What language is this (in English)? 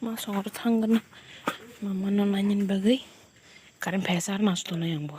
Kok Borok